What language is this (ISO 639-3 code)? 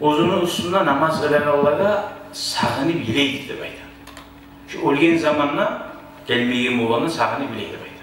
kum